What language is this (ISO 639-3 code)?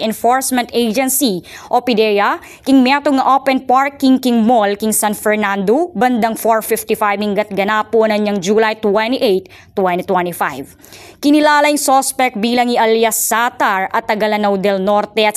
pam